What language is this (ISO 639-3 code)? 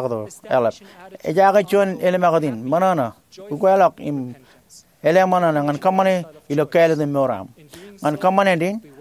mah